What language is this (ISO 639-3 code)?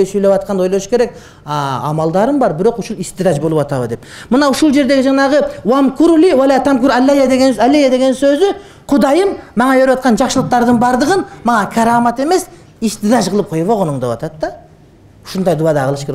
kir